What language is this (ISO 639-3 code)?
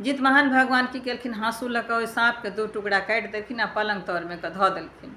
mai